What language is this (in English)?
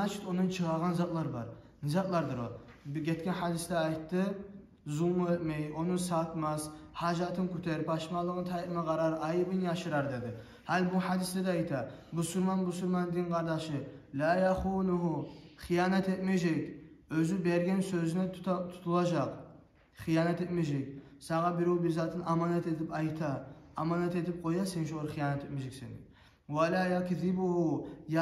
Kumyk